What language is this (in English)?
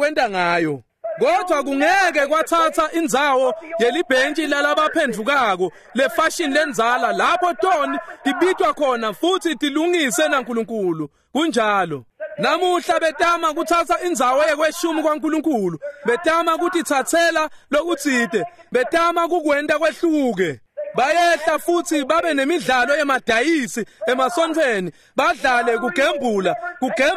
Swati